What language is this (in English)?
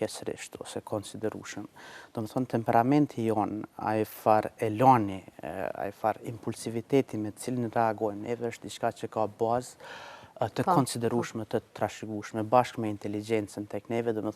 Albanian